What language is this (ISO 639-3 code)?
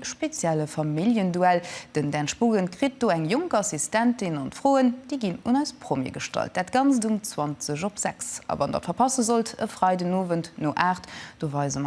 ltz